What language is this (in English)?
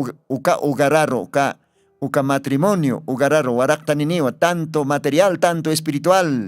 Aymara